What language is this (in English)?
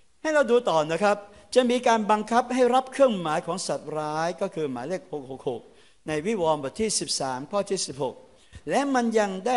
Thai